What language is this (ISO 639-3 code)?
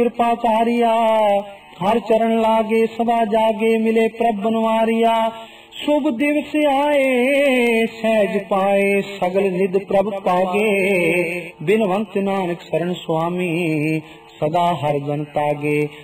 pan